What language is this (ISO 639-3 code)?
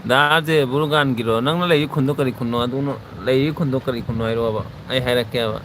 mni